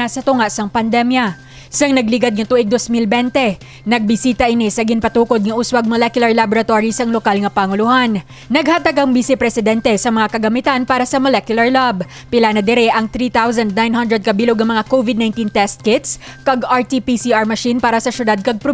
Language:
Hiligaynon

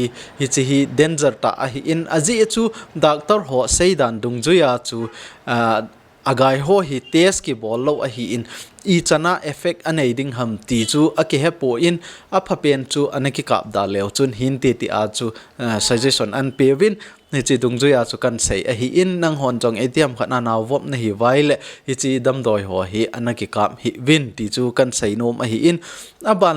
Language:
Thado Chin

